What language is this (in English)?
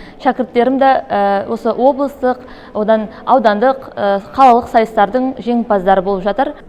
Kazakh